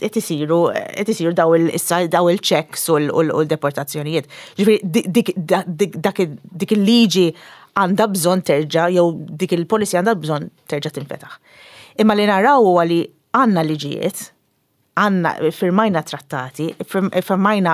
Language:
Maltese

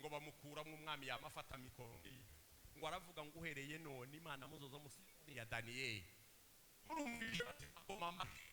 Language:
Rundi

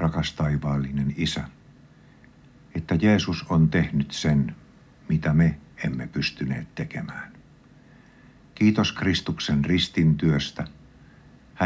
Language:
Finnish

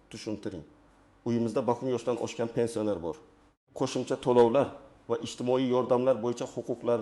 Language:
Uzbek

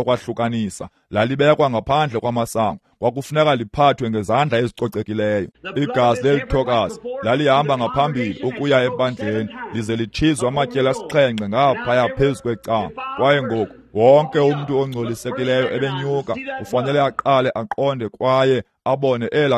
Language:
Xhosa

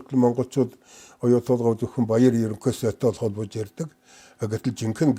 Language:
Mongolian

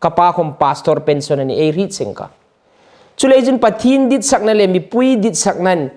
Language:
Hmar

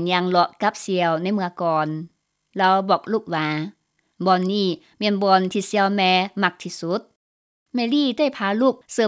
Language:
Lao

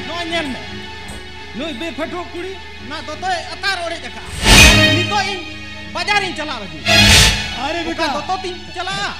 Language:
Santali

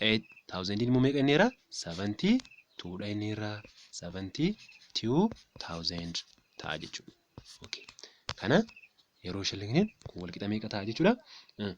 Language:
Oromo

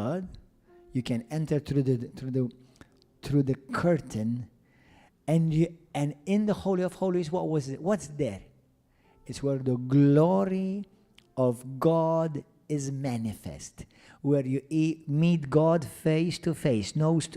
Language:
English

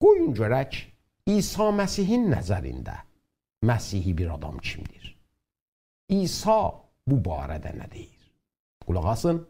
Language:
South Azerbaijani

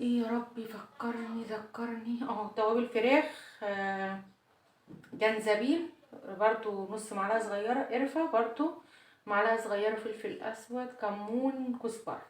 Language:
Egyptian Arabic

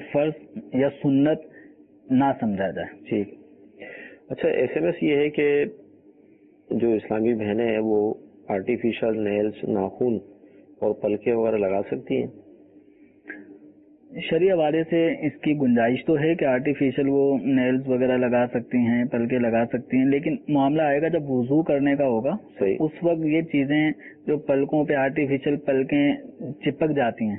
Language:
Urdu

